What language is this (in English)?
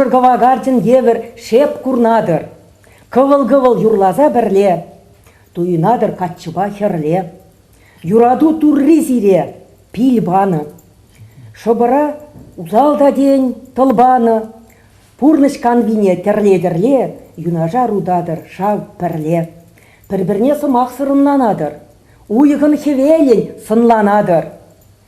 Chuvash